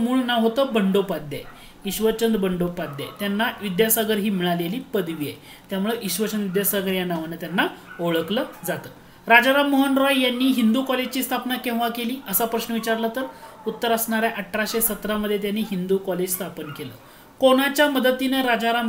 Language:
Marathi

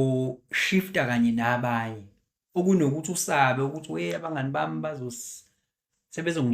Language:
Zulu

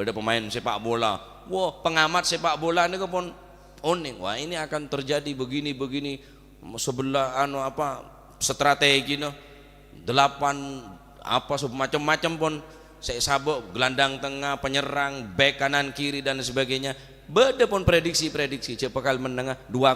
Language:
Madurese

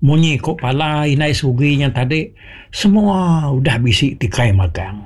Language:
Iban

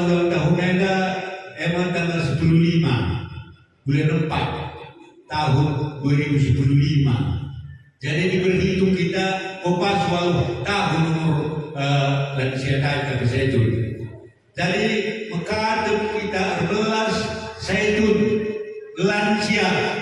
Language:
Batak Karo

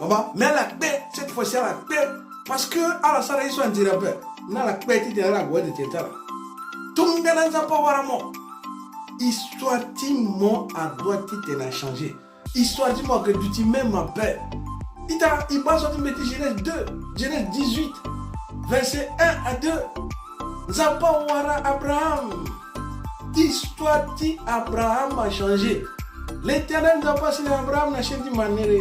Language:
Sango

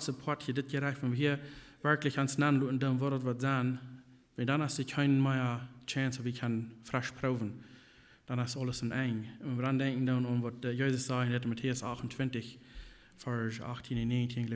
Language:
Plautdietsch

